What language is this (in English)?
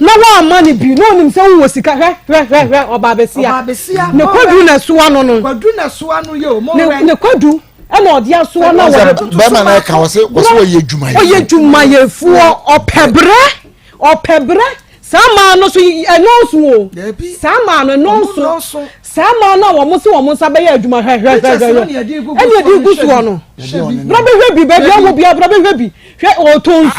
Akan